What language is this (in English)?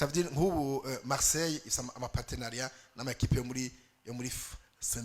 Rundi